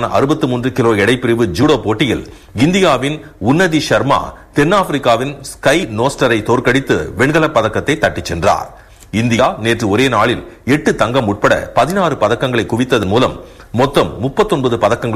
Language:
Tamil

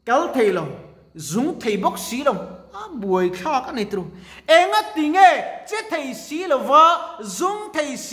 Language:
Mizo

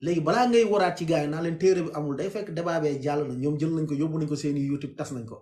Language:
Wolof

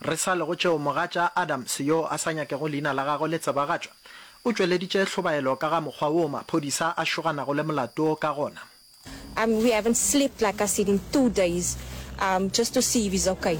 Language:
Northern Sotho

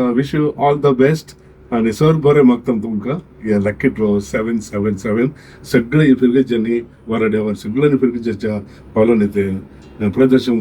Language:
Konkani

